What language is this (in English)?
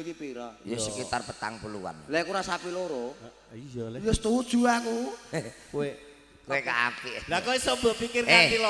Javanese